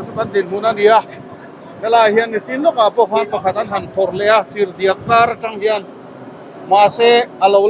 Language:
Mizo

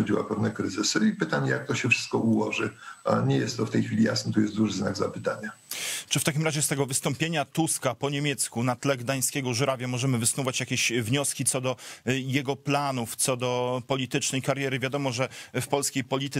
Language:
Polish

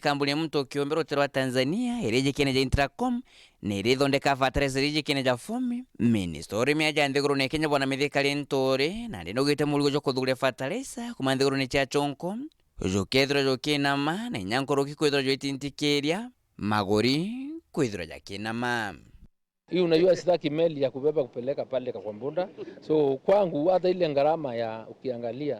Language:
Meru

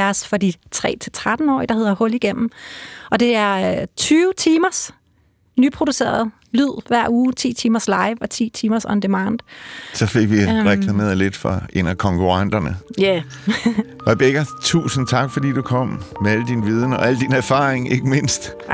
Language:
Danish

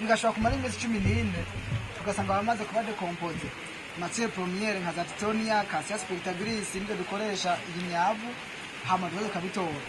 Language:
Rundi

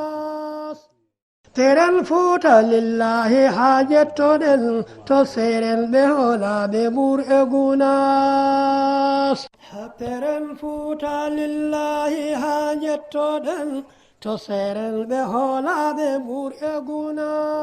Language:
Fula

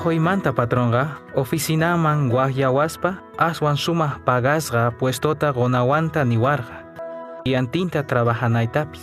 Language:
Quechua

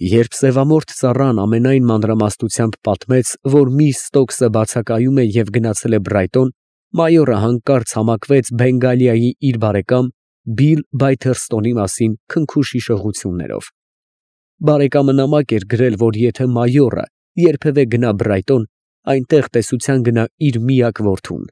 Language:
Armenian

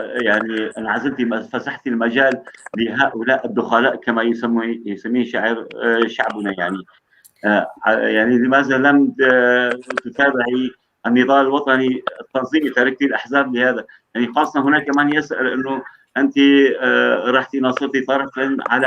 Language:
North Levantine Arabic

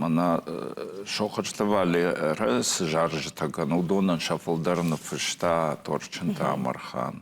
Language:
Ossetic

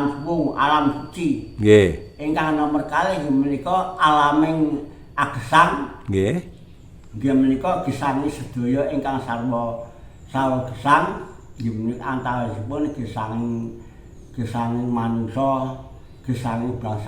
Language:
Javanese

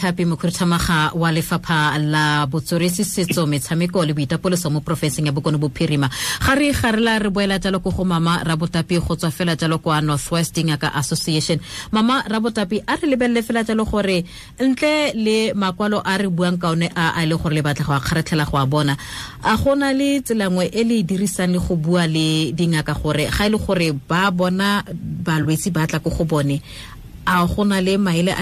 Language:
Tswana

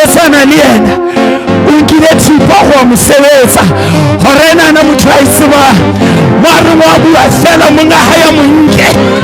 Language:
Southern Sotho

